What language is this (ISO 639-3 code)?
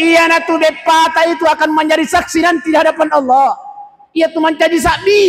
bug